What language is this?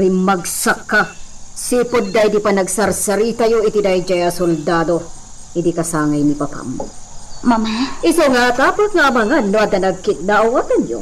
Iloko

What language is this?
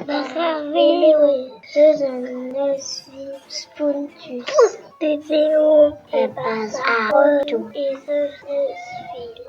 Breton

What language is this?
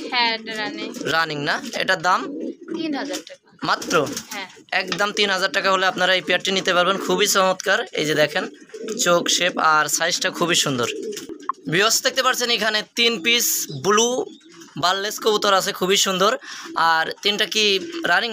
Bangla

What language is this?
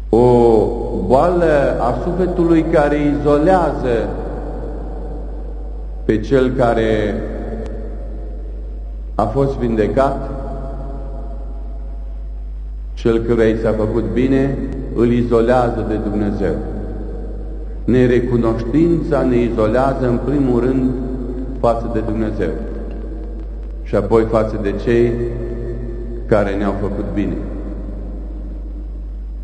Romanian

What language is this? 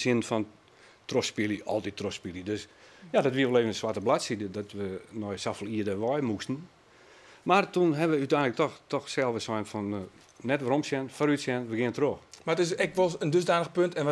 Western Frisian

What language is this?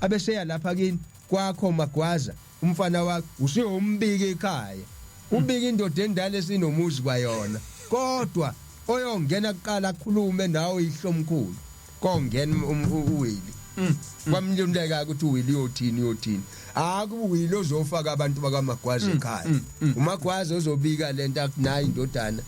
Zulu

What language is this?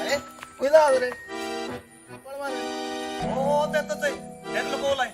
Konkani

